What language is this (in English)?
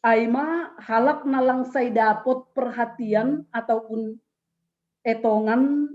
Batak Simalungun